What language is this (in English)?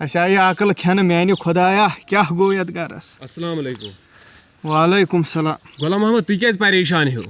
Kashmiri